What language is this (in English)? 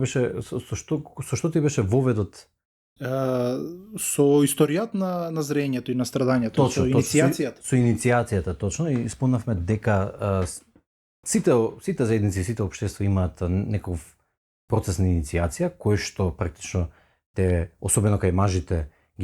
Macedonian